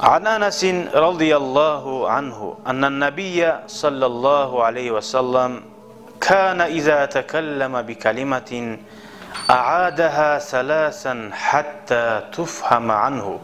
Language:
Kumyk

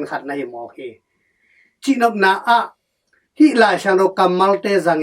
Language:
Tedim Chin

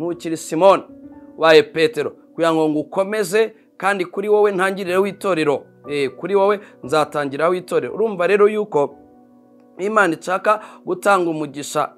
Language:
Kinyarwanda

